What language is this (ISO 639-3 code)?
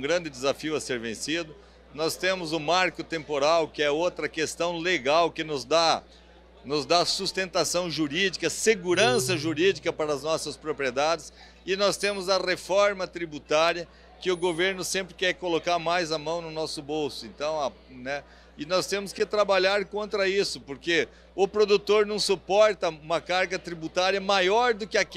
por